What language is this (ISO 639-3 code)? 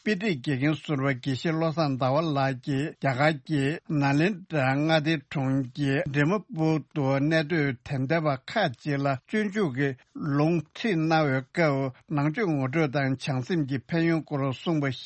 bod